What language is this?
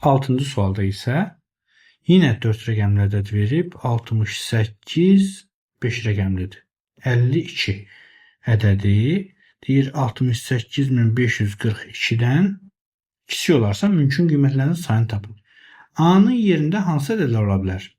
Azerbaijani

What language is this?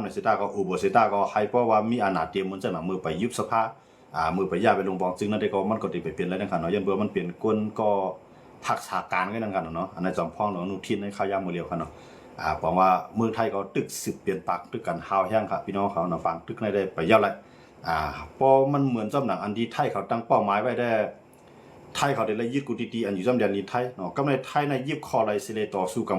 Shan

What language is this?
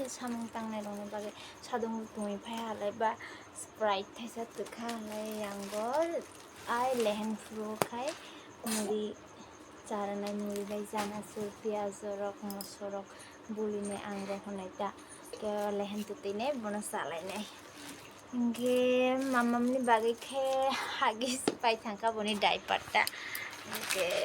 Kok Borok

